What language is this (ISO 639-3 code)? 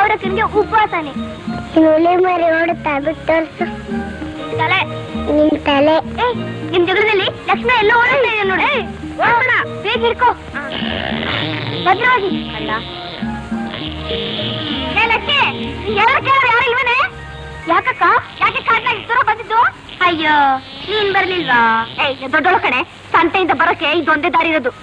kan